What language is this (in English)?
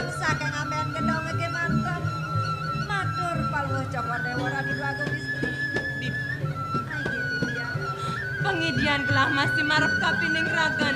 Balinese